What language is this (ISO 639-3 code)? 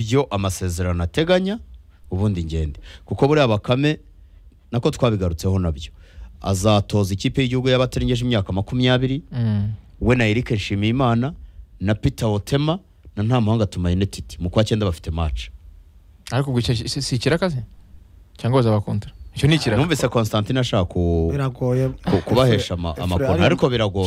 kin